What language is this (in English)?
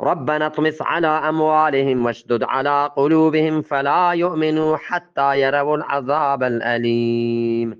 Eastern Balochi